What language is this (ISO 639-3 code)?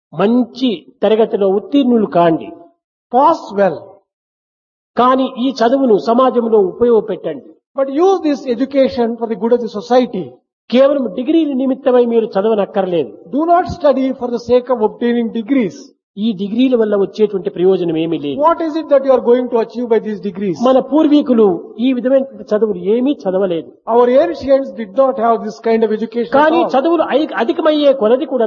tel